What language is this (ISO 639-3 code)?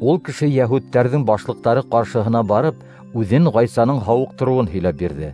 bak